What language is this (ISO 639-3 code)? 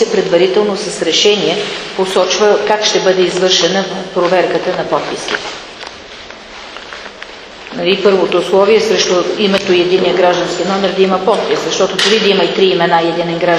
bul